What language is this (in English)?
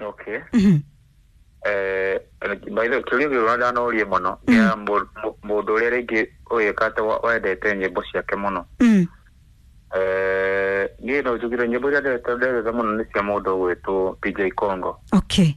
Kikuyu